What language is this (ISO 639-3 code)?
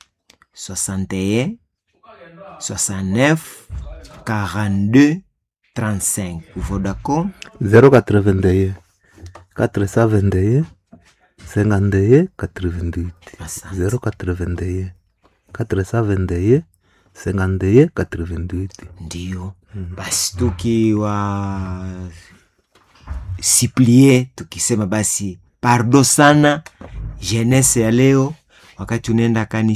swa